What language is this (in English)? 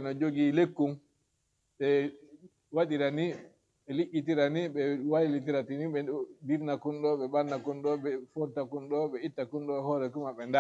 Fula